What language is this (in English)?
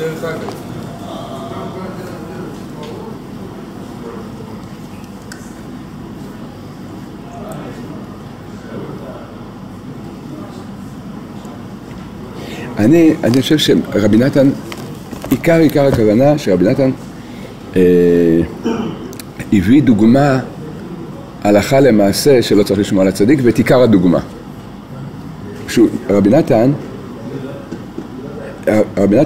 Hebrew